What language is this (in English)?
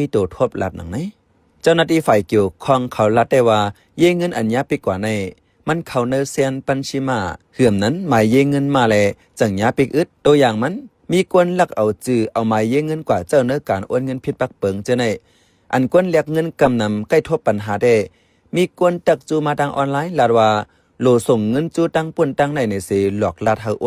Shan